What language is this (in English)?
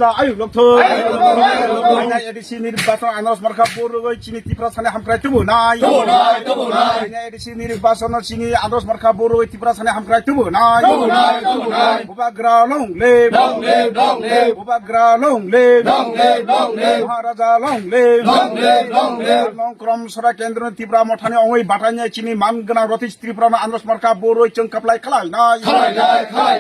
Kok Borok